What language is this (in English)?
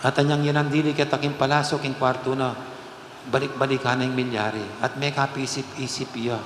Pampanga